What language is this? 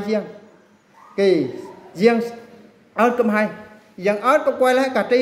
Eastern Bru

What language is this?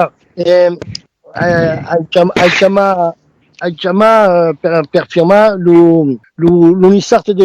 Occitan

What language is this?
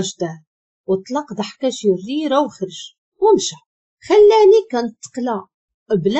Moroccan Arabic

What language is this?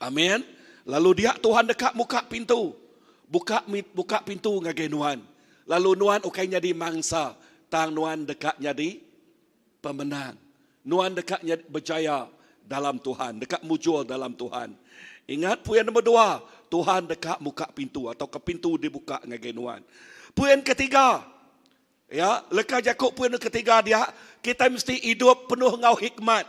Iban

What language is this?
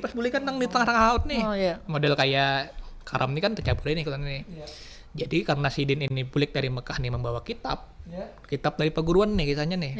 Banjar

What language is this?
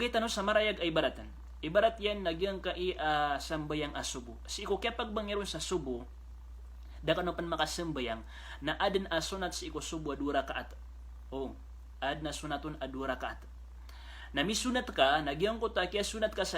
Maranao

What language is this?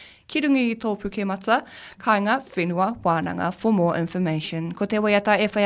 Māori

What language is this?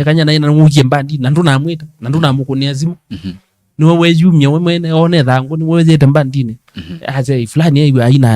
Kamba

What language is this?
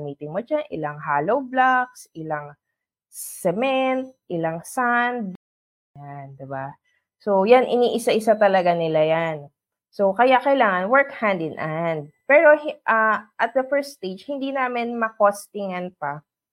Filipino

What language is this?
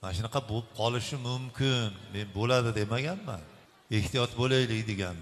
Uzbek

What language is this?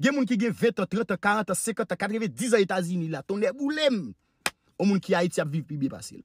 Haitian Creole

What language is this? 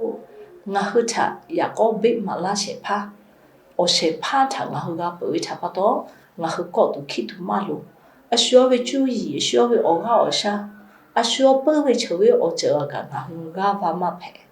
Lahu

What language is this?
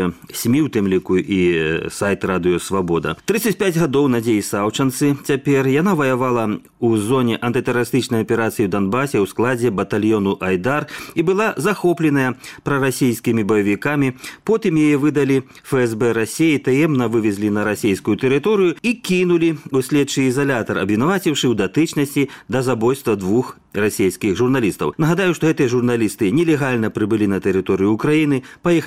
Belarusian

